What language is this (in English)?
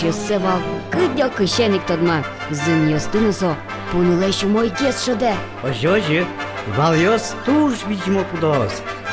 Udmurt